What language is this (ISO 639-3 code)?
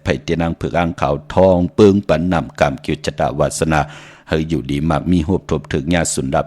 shn